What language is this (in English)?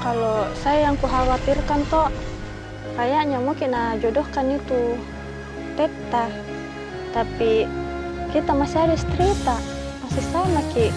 Makassar Malay